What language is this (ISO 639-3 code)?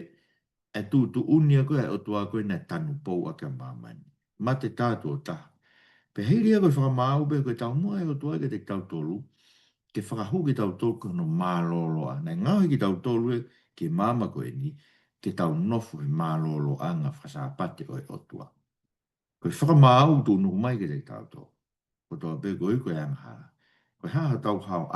ton